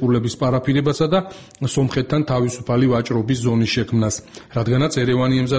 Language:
Georgian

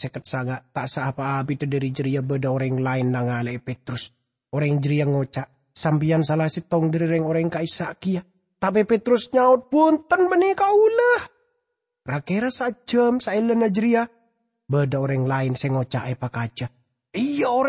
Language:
Madurese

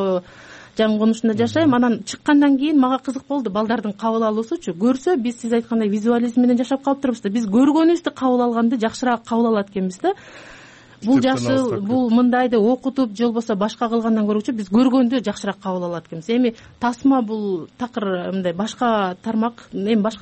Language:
Kyrgyz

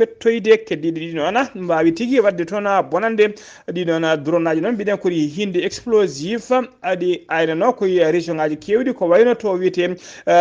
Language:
Fula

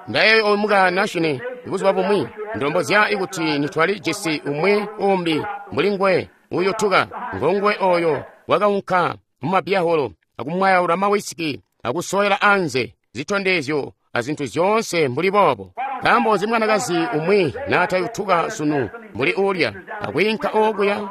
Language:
Tonga (Zambia)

